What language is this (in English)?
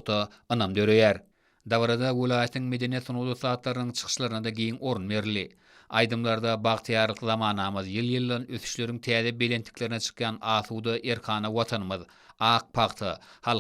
Turkmen